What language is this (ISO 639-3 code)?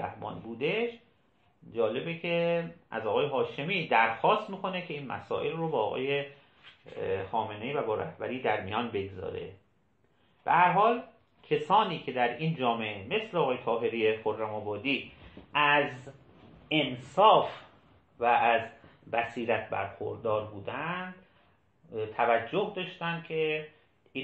fas